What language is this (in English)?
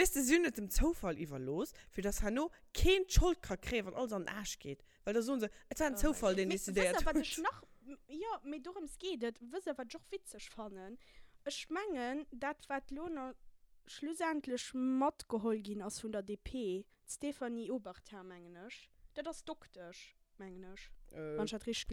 Luxembourgish